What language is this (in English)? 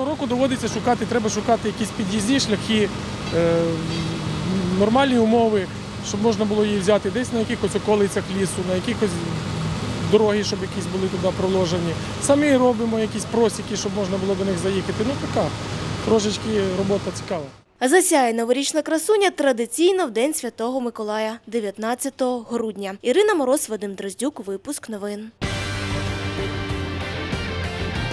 Ukrainian